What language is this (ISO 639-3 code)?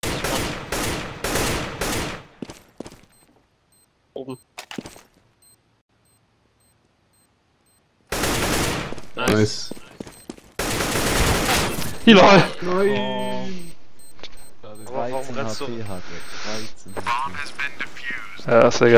deu